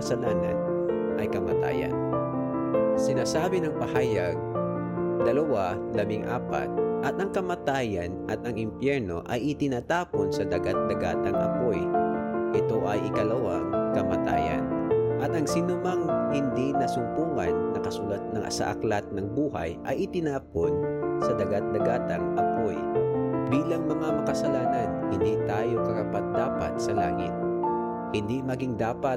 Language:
Filipino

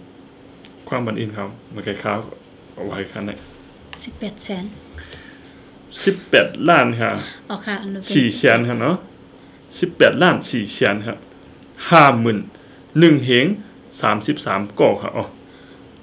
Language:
Thai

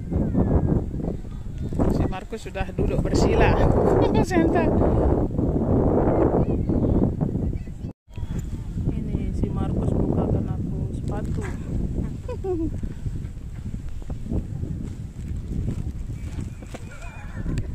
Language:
Indonesian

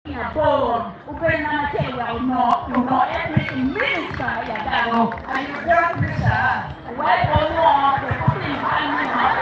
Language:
Acoli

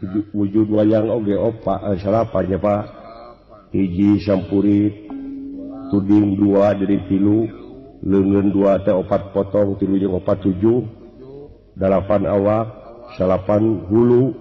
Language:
Sundanese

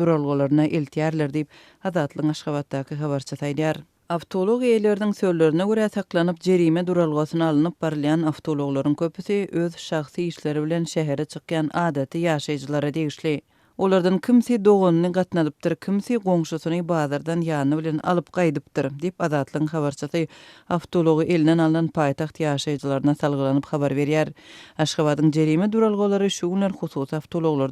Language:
Turkmen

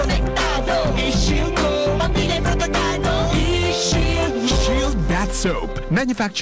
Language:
Bikol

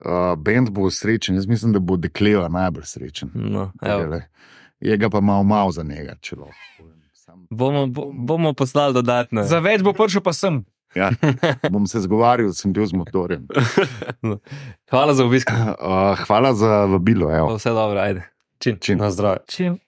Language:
Slovenian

